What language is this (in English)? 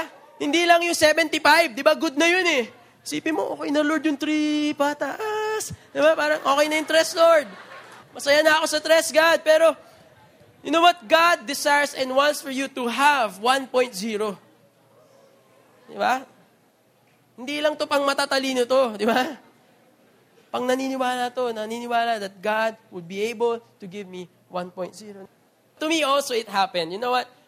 Filipino